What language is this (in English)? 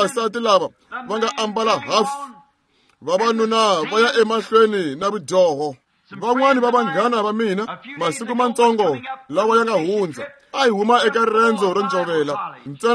Tsonga